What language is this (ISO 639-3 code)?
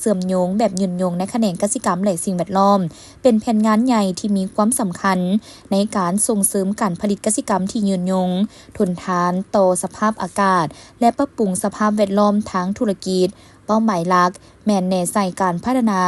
lao